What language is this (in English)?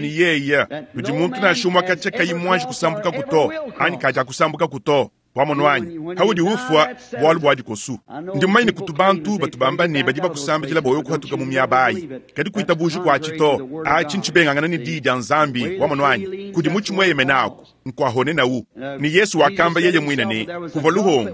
Luba-Lulua